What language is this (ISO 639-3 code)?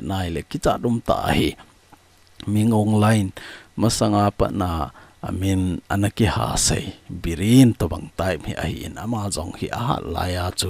tcz